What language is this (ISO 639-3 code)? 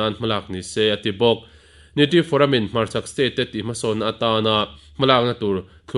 lus